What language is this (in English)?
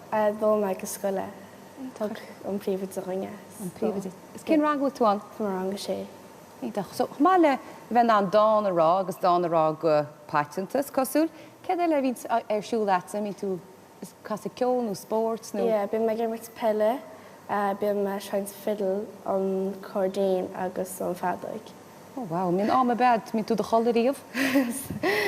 Irish